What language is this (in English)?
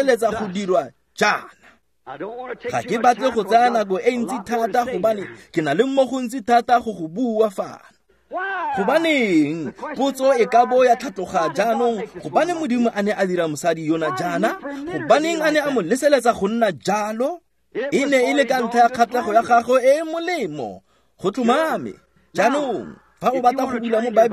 Tswana